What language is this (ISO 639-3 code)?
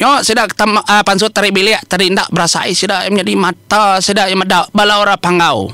iba